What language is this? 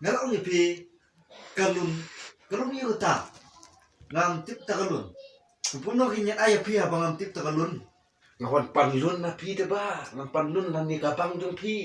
Khasi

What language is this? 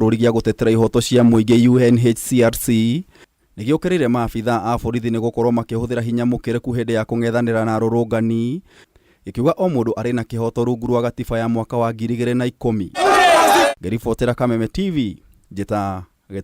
Kikuyu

